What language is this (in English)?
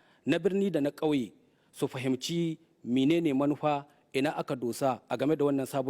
Hausa